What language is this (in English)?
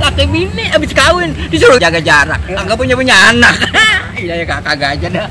Betawi